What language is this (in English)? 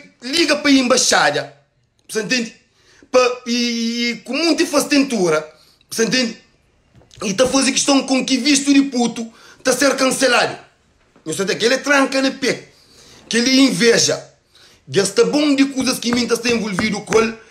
Kabuverdianu